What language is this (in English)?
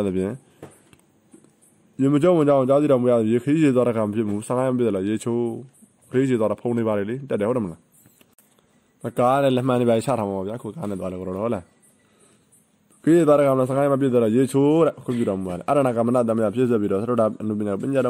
Burmese